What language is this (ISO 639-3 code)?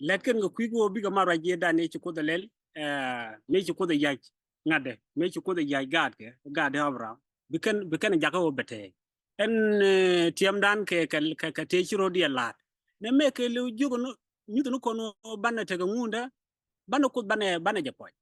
nus